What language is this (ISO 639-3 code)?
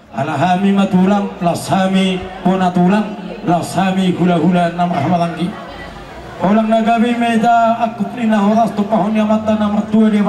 bbc